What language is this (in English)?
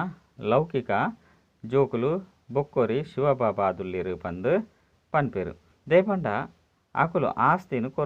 Tulu